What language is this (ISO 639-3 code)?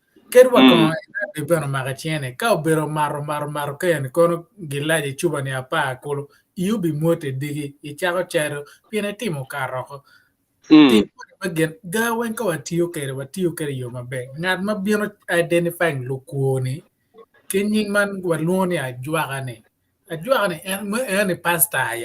ach